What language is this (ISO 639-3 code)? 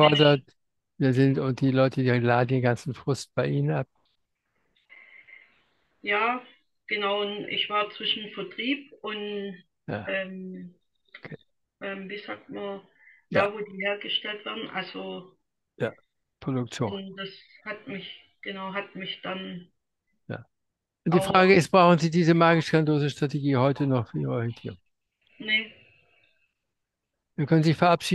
deu